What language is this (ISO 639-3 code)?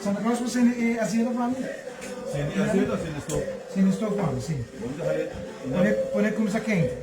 pap